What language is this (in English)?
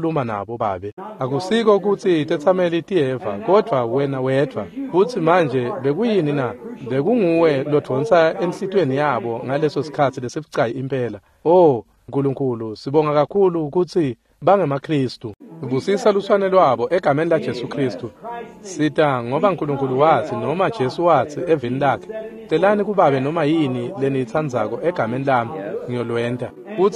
Swati